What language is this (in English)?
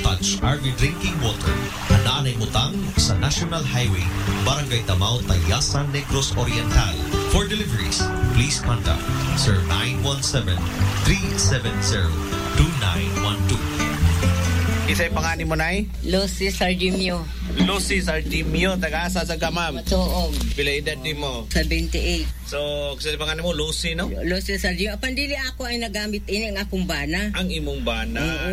Cebuano